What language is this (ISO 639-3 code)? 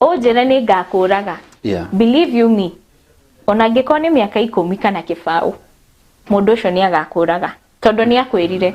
kik